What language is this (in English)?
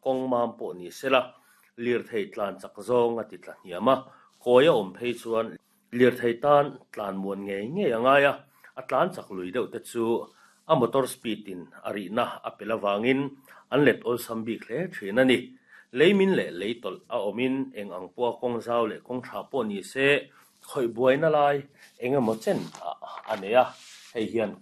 Mizo